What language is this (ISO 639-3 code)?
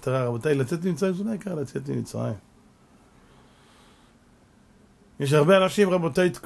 heb